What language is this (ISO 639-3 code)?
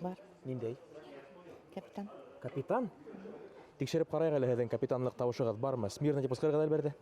bak